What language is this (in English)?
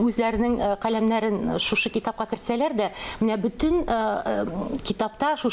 Tatar